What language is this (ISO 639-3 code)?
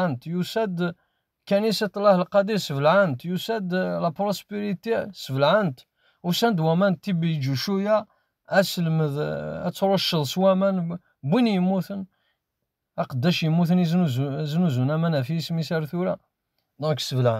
kab